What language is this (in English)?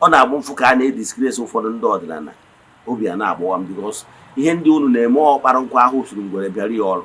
Igbo